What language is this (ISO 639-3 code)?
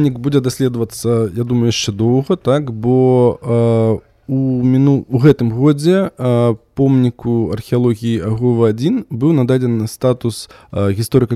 bel